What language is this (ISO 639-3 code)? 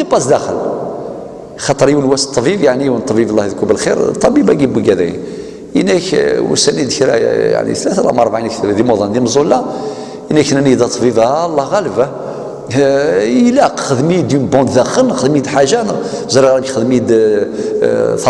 kab